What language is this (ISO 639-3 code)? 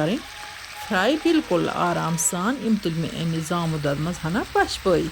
kas